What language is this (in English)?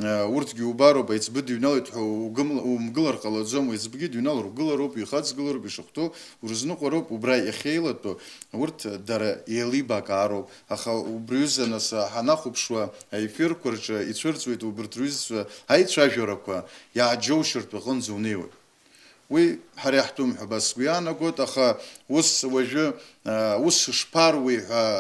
Abkhazian